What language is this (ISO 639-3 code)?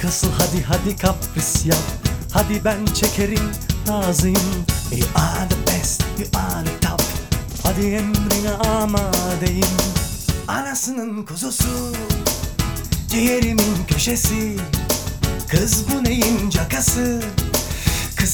tur